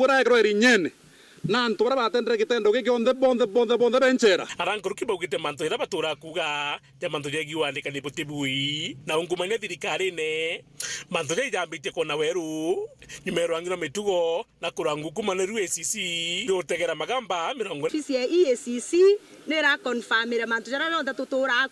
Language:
Meru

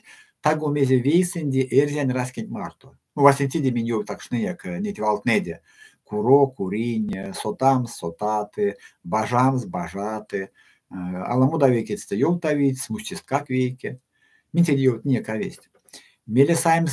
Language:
Erzya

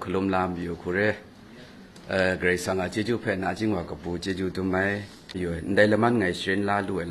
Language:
Kachin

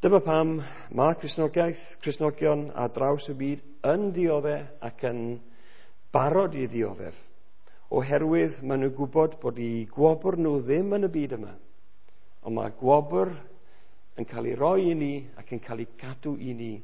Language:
Welsh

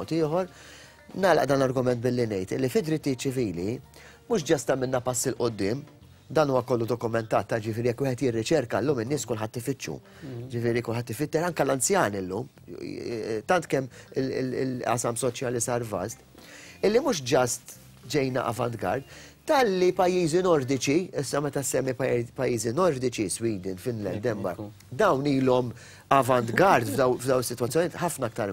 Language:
Maltese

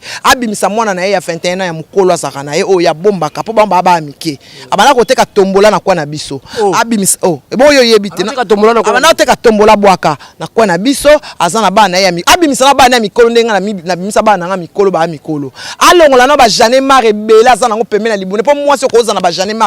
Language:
Lingala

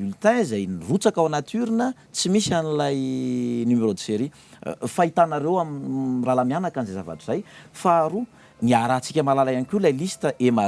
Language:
Malagasy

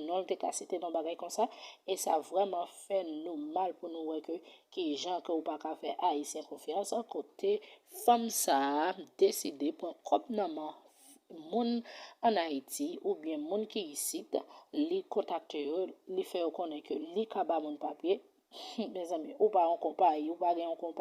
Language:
Haitian Creole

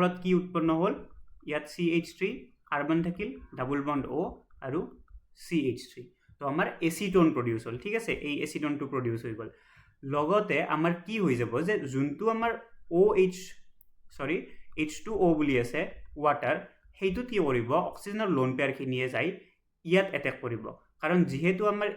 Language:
Assamese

